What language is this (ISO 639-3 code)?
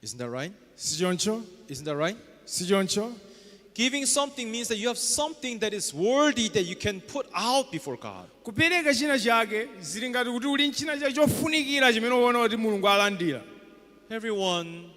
nya